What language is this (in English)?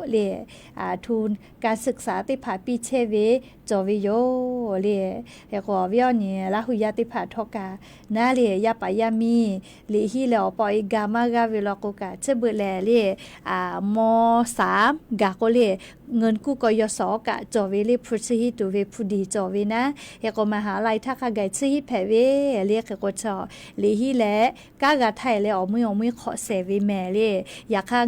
Lahu